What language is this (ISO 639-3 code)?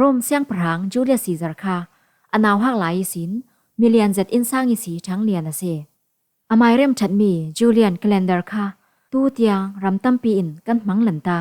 cfm